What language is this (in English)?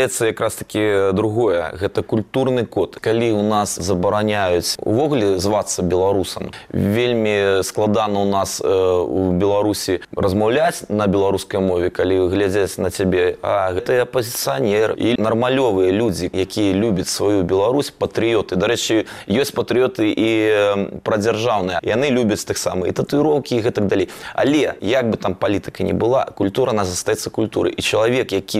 Belarusian